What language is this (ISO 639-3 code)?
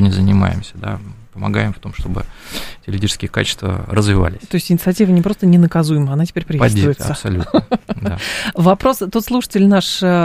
rus